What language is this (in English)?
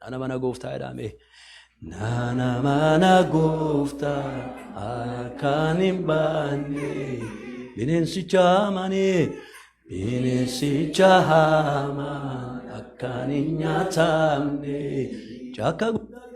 Oromo